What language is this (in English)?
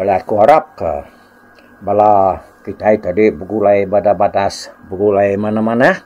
Iban